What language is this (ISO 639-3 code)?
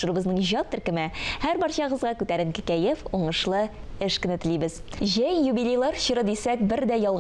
tat